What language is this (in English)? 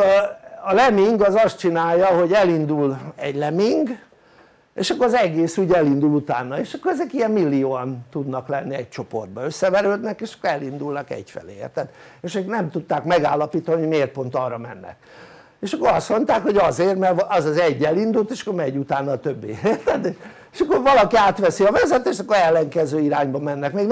Hungarian